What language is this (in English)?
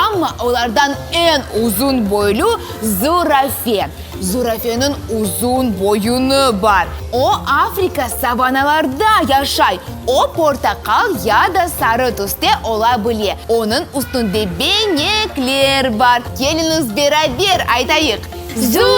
Crimean Tatar